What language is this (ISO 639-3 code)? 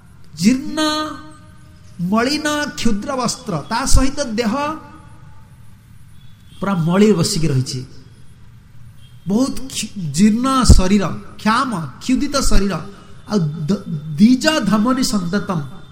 ori